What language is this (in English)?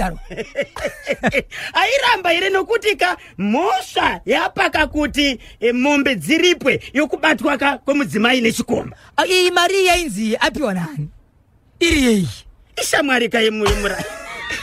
Shona